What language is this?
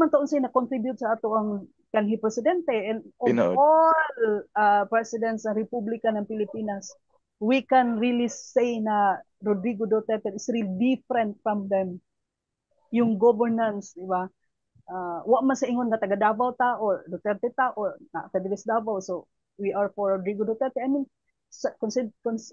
Cebuano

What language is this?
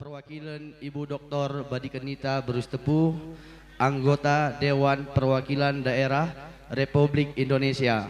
Batak Karo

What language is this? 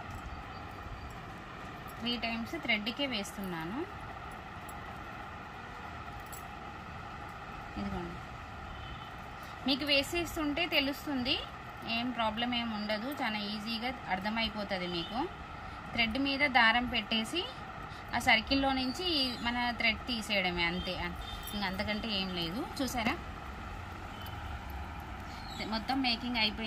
Telugu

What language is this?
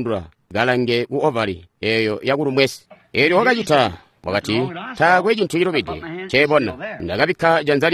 Tonga (Zambia)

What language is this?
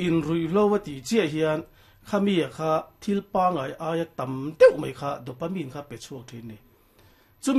Mizo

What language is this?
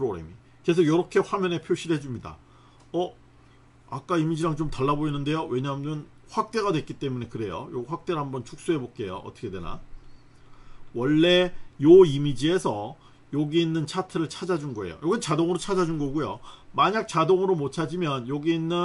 Korean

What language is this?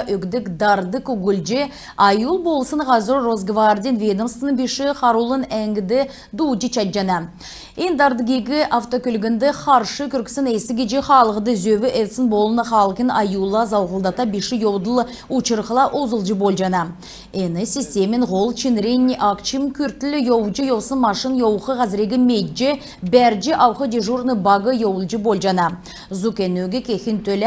Kalmyk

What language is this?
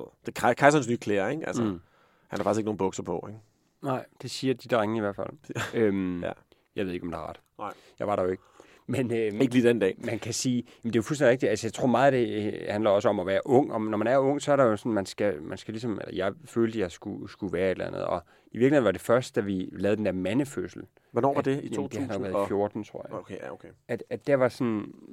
Danish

